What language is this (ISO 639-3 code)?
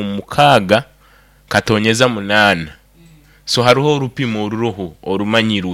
nyo